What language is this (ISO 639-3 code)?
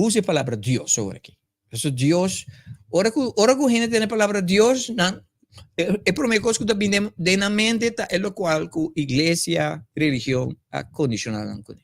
pap